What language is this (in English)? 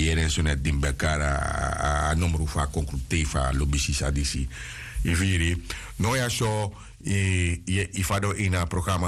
Sranan Tongo